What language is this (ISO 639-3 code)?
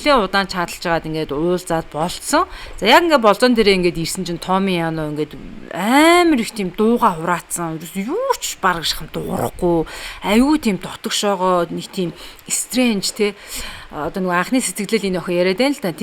mon